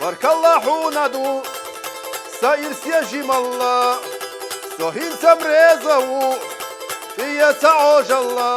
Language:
Chechen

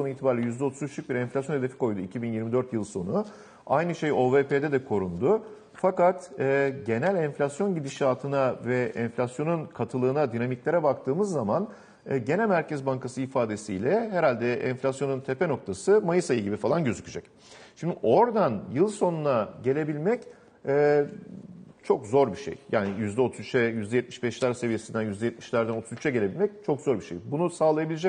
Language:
Turkish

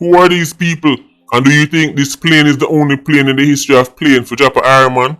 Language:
Jamaican Creole English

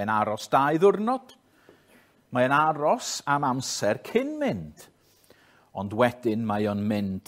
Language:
Welsh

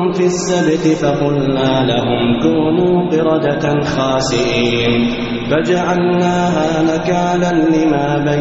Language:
Arabic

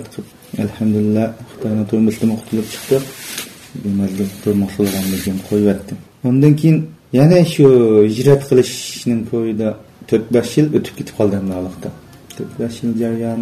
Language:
Uyghur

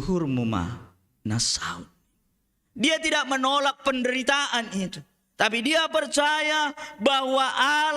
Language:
Batak Simalungun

